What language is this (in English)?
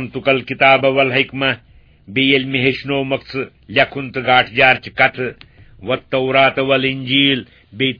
Kashmiri